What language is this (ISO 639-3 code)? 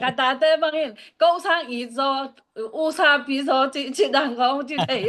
ctd